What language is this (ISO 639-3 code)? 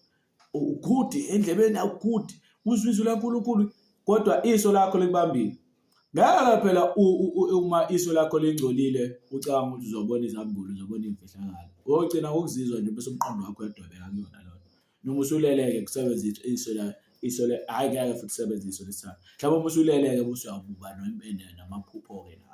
zul